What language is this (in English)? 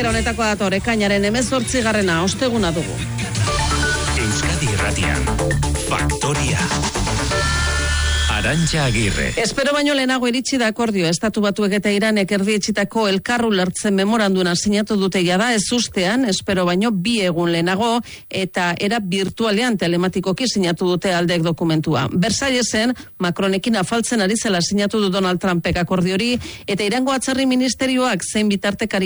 Basque